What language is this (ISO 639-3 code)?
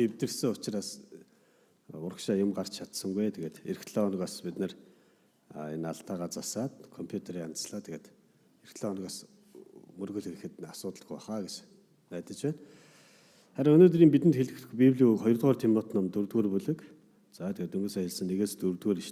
mon